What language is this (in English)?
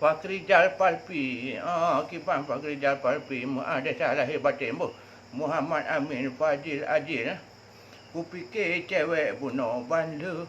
Achinese